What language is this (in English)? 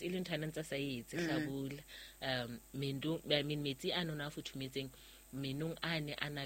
Southern Sotho